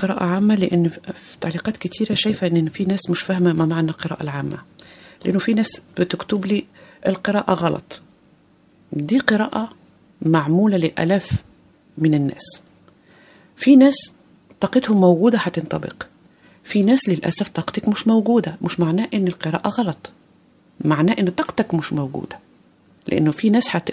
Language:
Egyptian Arabic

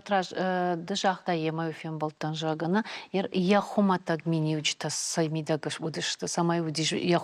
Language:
Ossetic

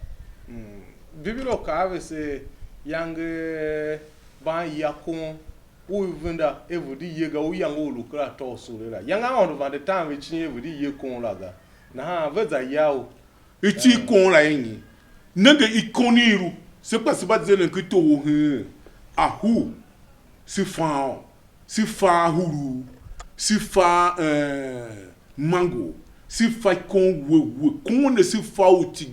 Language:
Tiv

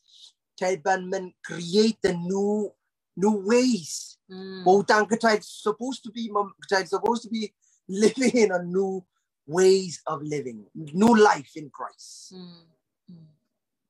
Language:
Pohnpeian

